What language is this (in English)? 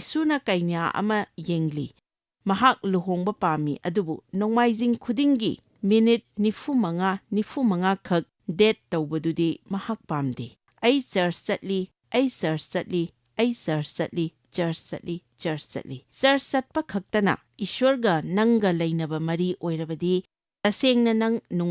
Manipuri